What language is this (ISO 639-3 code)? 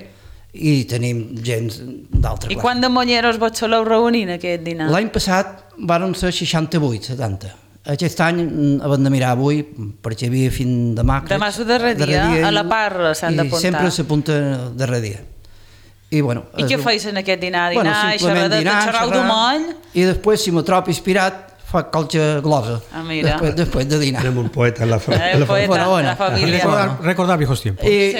cat